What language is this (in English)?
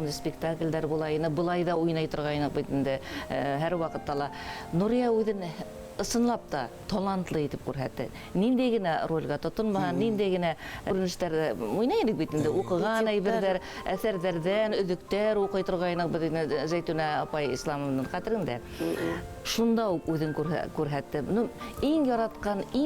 Bashkir